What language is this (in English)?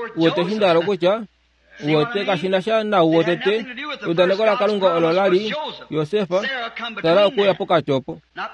Kuanyama